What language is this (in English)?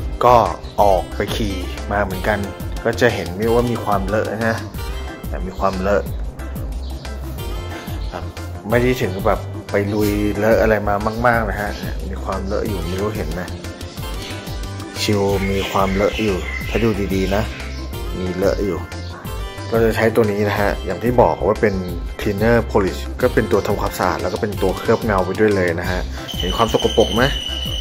Thai